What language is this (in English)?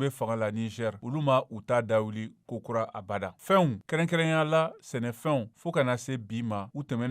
Bambara